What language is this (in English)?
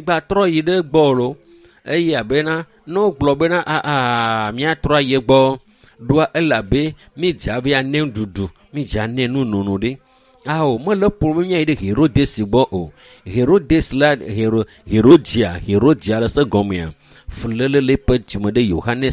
Ewe